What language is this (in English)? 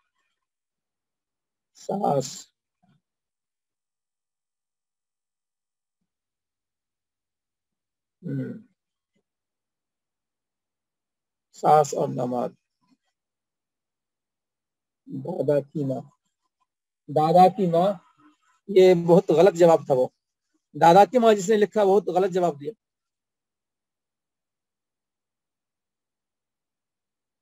Urdu